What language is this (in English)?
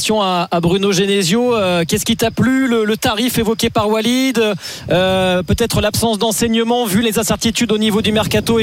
French